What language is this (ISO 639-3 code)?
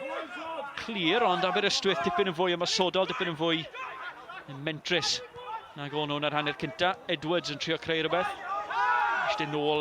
cym